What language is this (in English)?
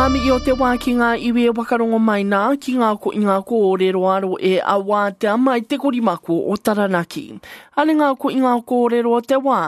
Māori